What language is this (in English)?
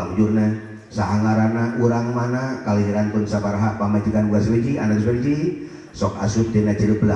Sundanese